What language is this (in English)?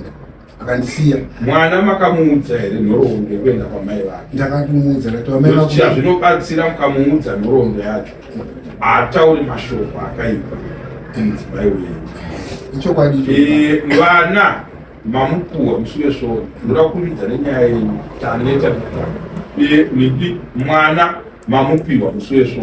Shona